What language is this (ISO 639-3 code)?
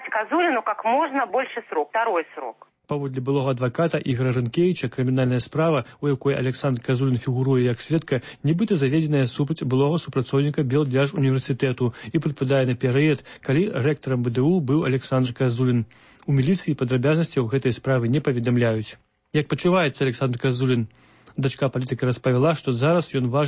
bel